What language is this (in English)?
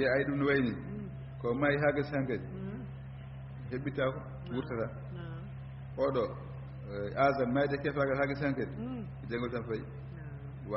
Fula